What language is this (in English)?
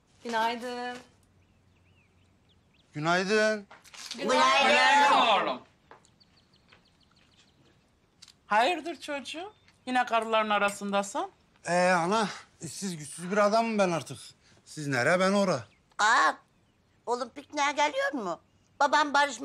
Turkish